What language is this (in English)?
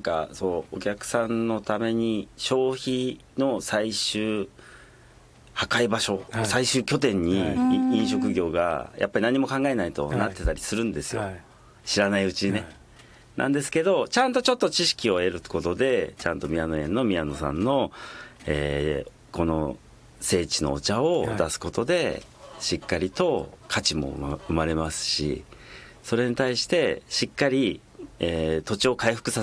Japanese